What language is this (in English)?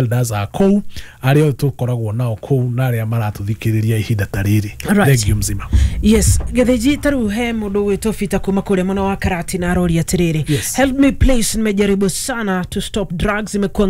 Kikuyu